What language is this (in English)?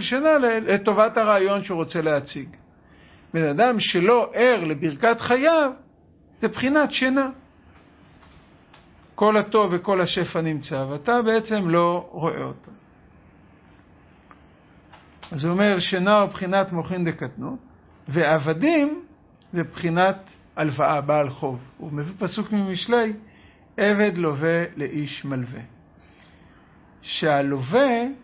Hebrew